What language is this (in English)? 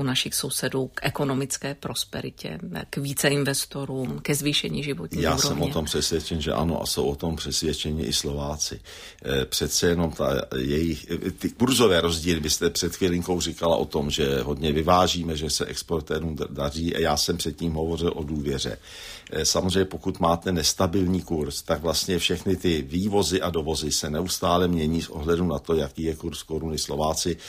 Czech